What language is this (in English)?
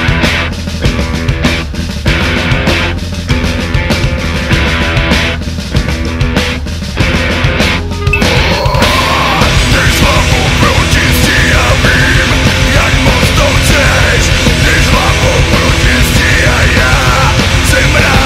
Czech